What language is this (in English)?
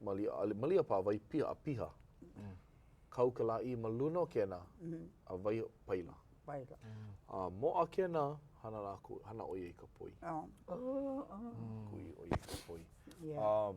Hawaiian